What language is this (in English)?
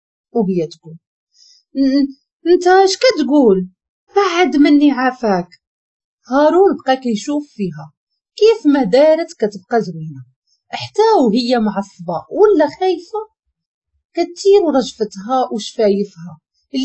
Moroccan Arabic